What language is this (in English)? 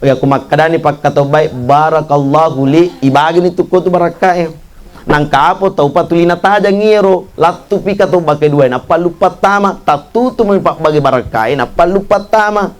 Buginese